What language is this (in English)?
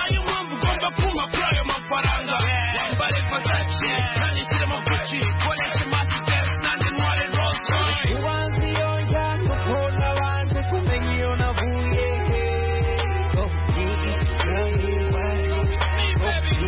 Kinyarwanda